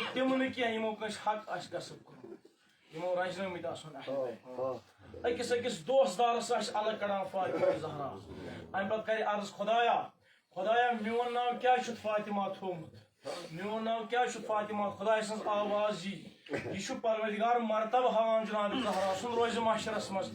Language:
Kashmiri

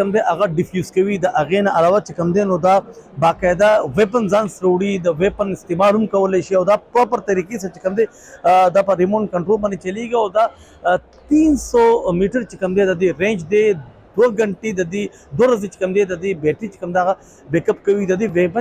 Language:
Pashto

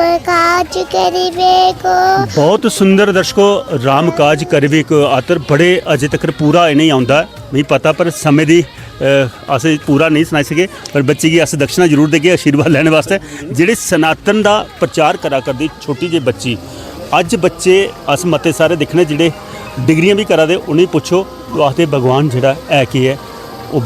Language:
Dogri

